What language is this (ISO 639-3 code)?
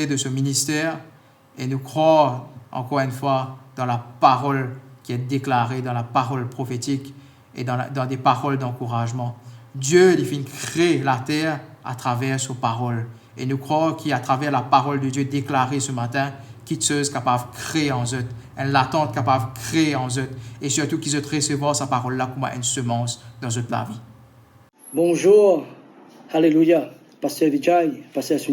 mfe